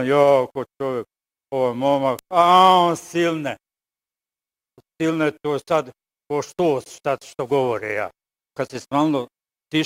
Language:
Croatian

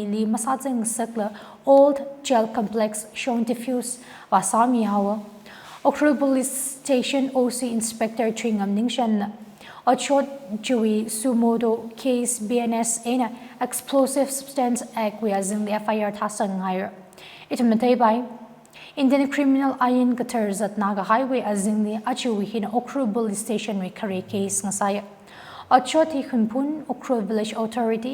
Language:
Tangkhul Naga (India)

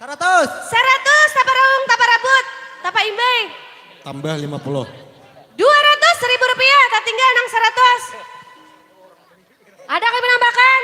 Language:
Banjar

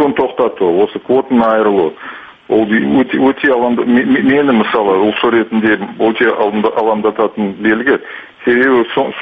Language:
Kazakh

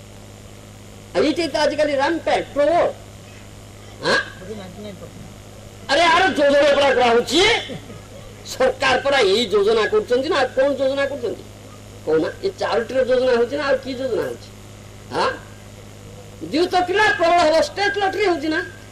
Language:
Odia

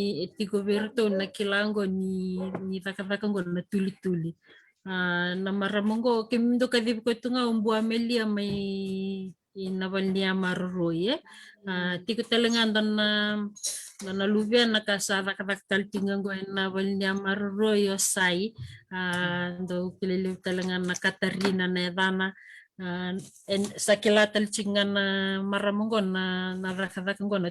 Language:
Fijian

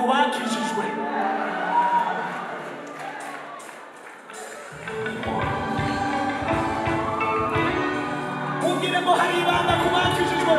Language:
Kinyarwanda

